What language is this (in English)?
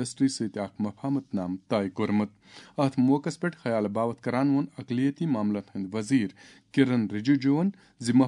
Kashmiri